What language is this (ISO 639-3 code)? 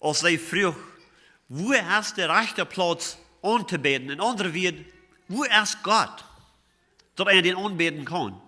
pdt